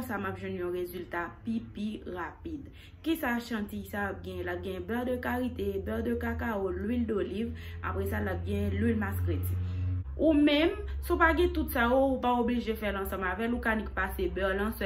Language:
Haitian Creole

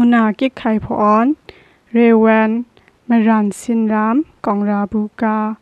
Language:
Kachin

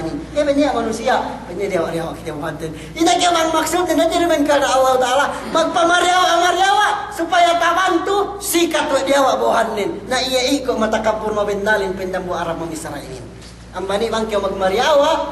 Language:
Yakan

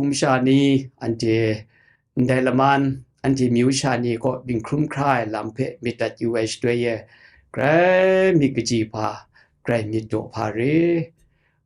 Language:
Kachin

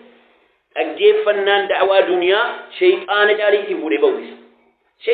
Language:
Oromo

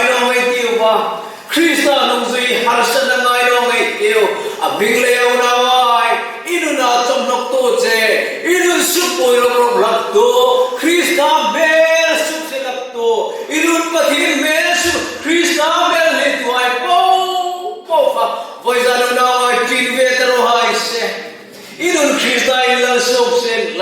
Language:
Hmar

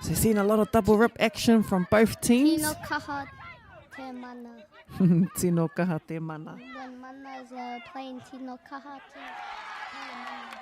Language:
Māori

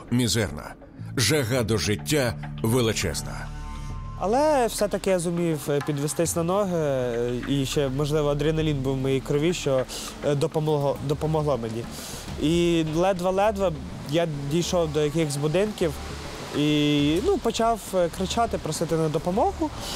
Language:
Ukrainian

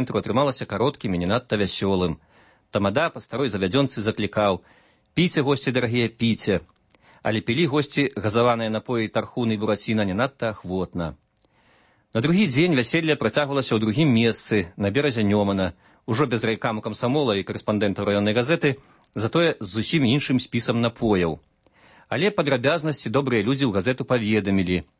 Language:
Belarusian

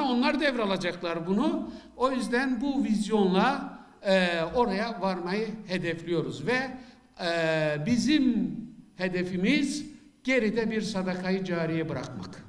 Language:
Turkish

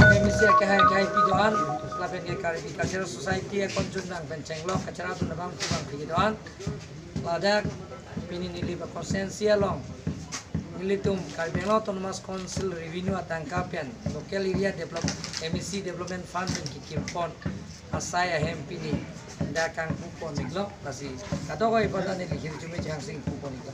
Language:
Karbi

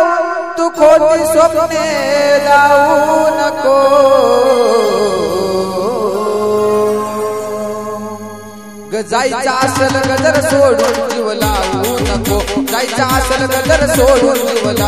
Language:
Marathi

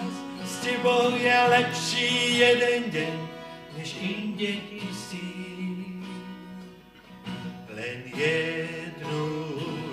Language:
Slovak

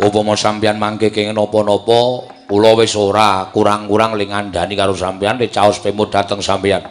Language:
Javanese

